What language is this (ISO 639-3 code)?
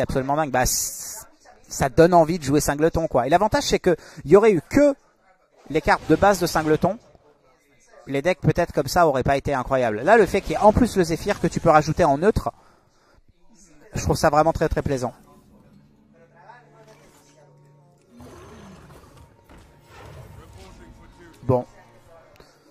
fra